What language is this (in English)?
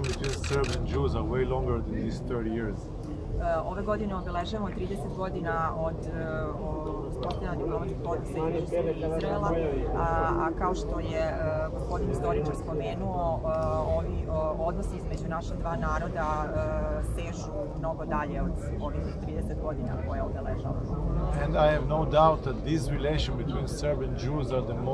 Serbian